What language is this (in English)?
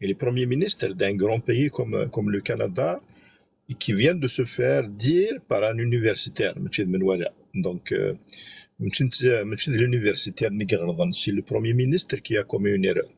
Kabyle